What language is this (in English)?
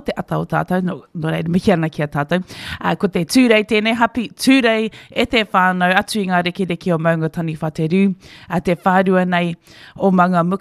Māori